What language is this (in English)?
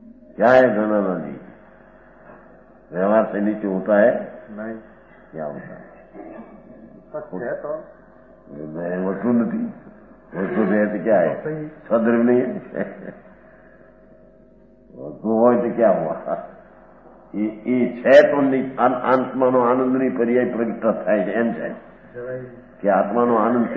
Gujarati